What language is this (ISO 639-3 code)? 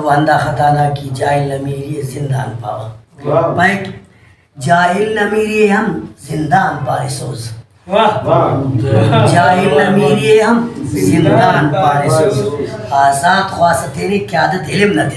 brh